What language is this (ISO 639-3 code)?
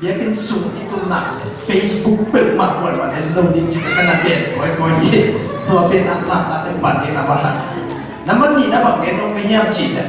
ctd